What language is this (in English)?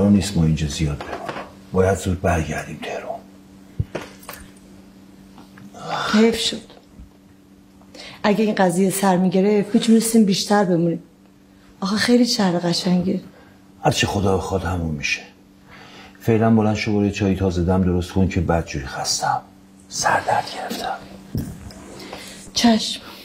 Persian